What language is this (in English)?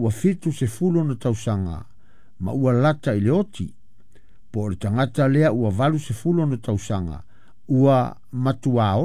Samoan